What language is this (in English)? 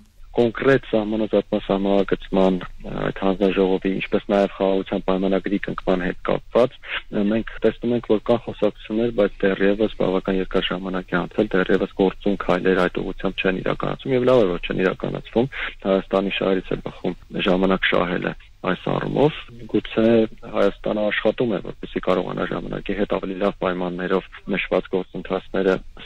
Armenian